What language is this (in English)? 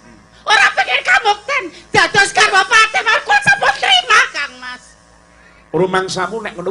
Javanese